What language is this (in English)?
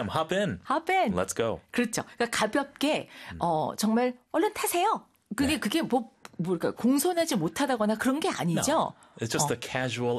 Korean